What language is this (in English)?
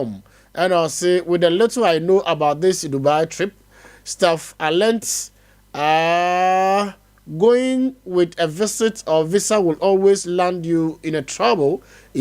Akan